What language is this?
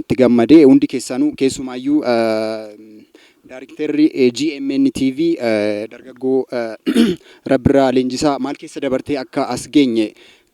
Oromo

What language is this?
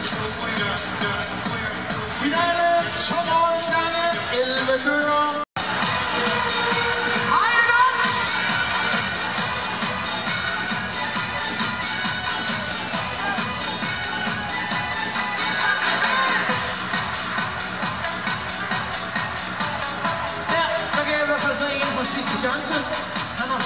Danish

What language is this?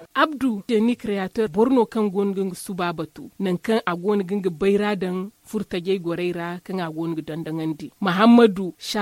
Zarma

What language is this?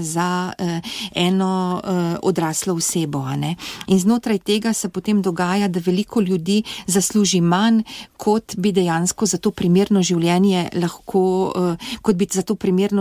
Slovenian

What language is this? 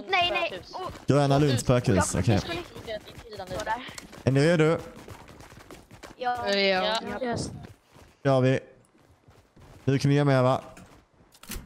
Swedish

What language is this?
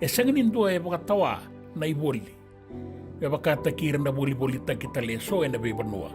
Fijian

